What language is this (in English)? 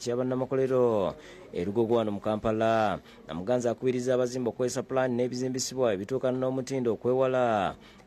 Ganda